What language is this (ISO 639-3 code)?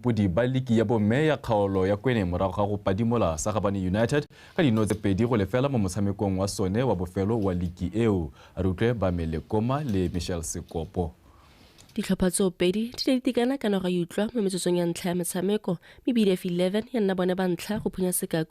tsn